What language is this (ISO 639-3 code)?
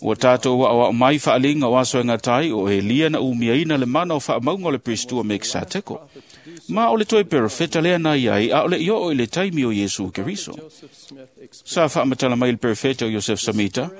smo